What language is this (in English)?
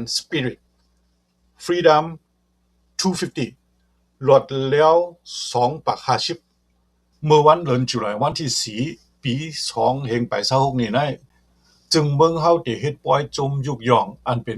Shan